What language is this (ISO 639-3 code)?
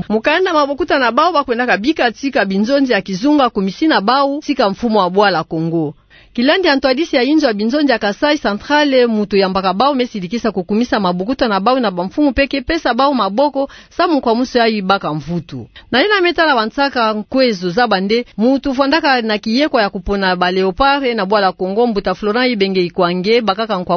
ktu